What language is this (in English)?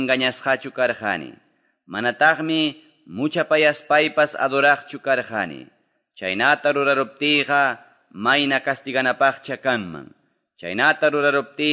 Quechua